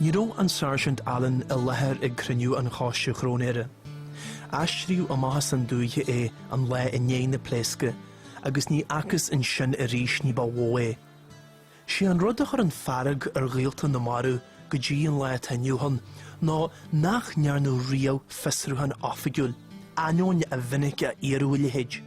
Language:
Irish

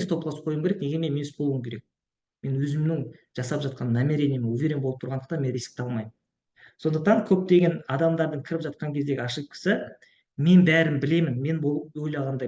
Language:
Kazakh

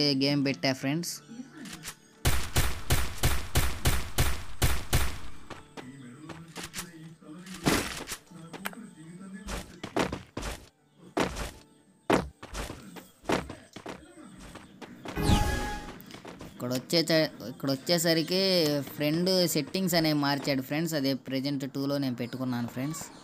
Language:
Telugu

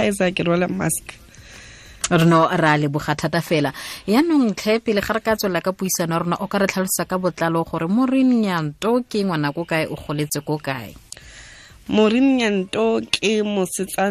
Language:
Tswana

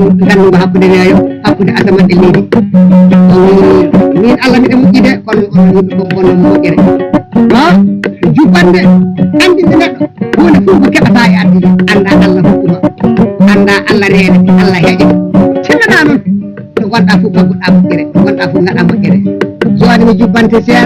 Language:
Fula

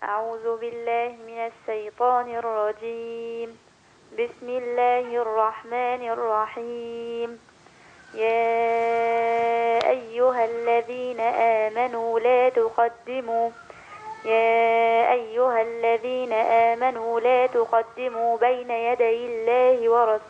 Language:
Egyptian Arabic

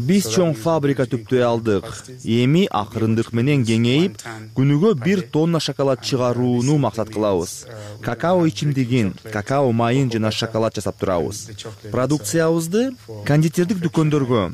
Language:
Kyrgyz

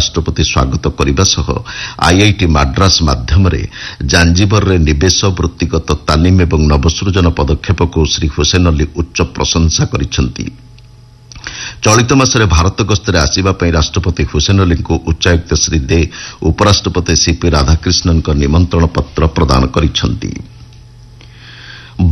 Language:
Odia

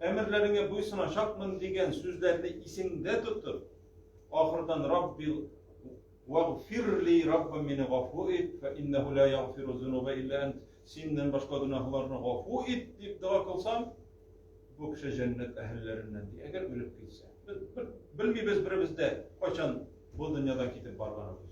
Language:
Tatar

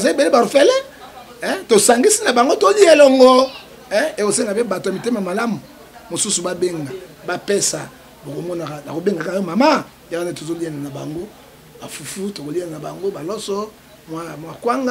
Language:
Lingala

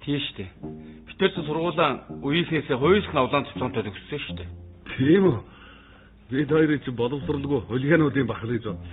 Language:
Mongolian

